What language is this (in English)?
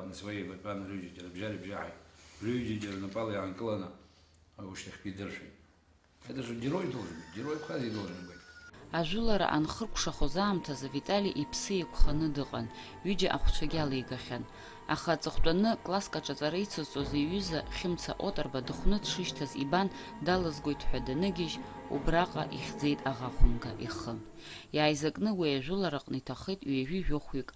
Abkhazian